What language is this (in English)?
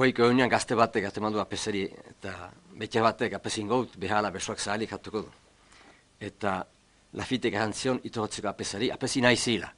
Basque